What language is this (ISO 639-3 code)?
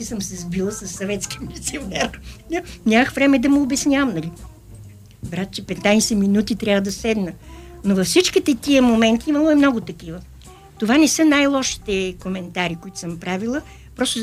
bul